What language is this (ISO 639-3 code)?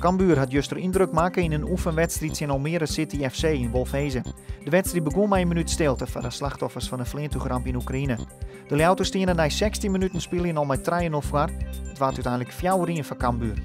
fry